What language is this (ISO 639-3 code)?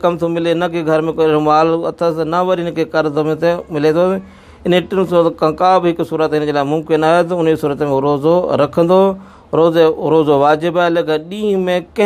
snd